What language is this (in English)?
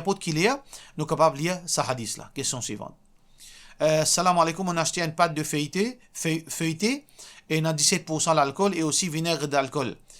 Morisyen